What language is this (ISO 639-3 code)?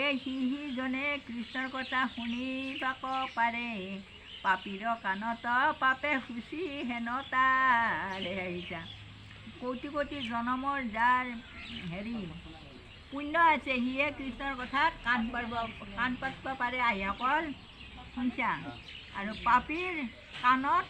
asm